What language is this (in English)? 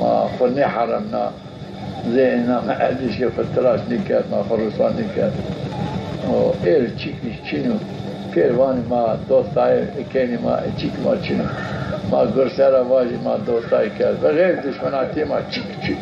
Zaza